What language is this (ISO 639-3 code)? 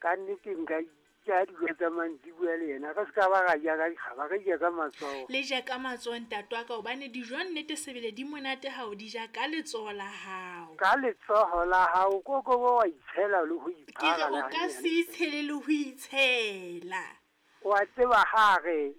sot